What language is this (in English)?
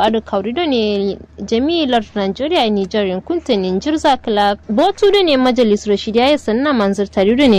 Kanuri